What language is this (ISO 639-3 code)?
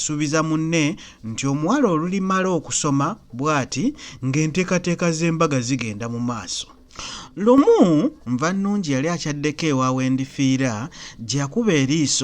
lug